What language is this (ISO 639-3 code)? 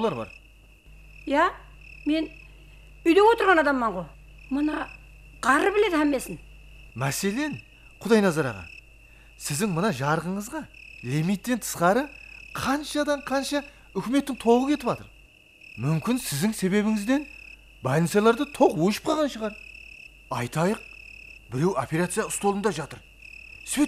kaa